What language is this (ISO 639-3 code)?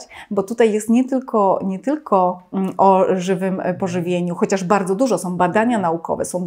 pol